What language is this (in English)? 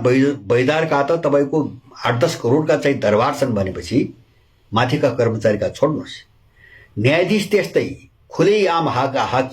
Nepali